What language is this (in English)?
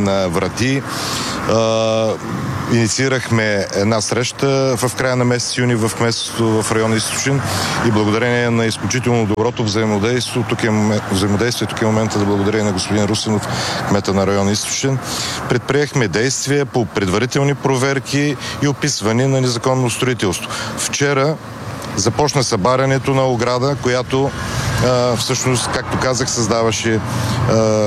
Bulgarian